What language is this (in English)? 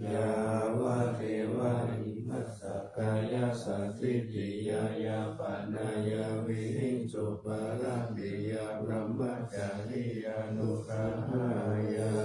Pali